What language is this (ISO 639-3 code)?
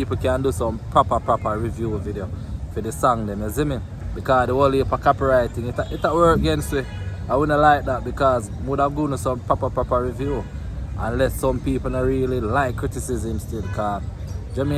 jam